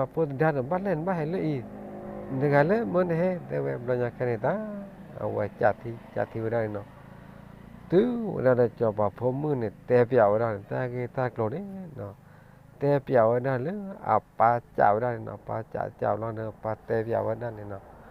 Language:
S'gaw Karen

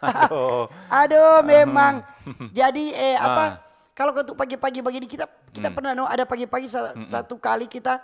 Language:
Manado Malay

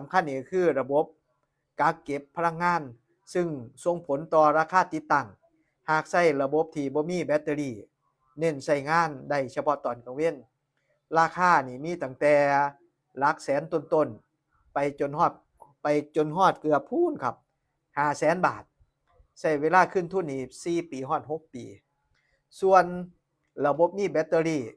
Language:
Northeastern Thai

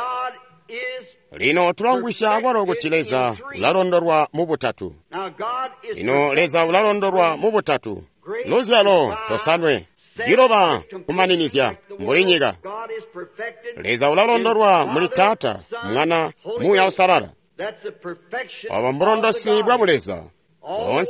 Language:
Tonga (Zambia)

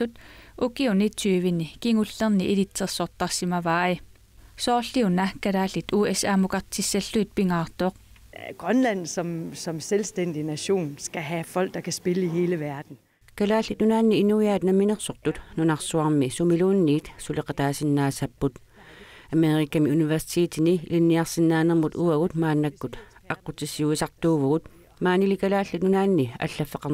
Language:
Kalaallisut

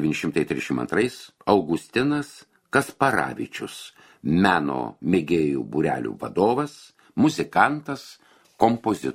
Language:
Lithuanian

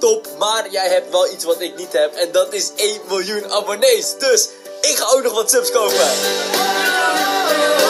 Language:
Dutch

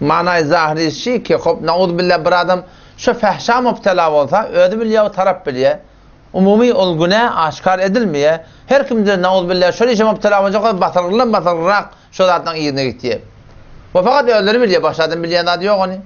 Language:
Turkmen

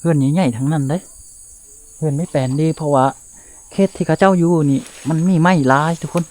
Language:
Lao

